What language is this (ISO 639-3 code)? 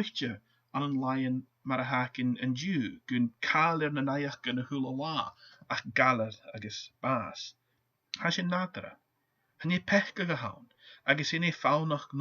gla